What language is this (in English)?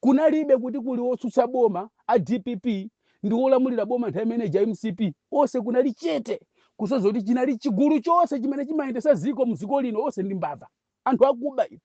Nyanja